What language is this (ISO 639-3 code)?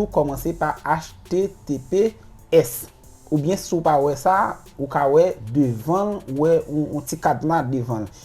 hat